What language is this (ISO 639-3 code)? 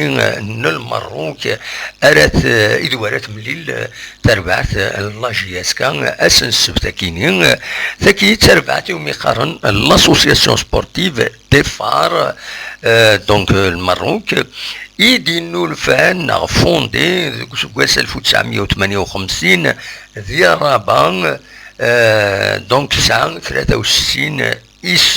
kab